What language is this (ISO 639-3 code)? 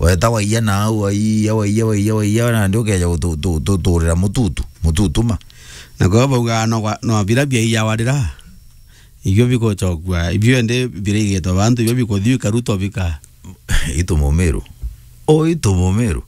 mer